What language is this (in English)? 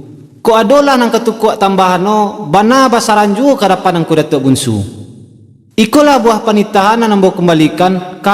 Minangkabau